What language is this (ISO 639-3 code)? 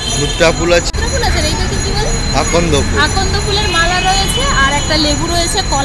ben